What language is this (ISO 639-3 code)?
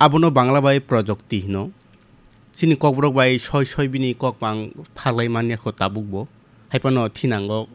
trp